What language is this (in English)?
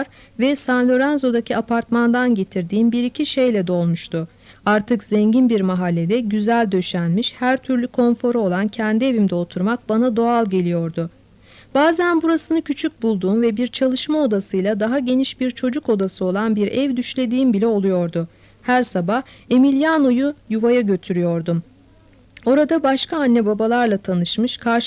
Turkish